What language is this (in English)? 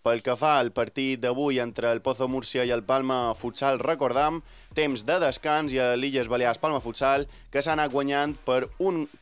Catalan